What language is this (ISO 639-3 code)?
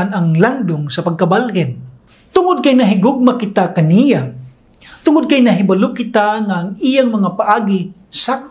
ceb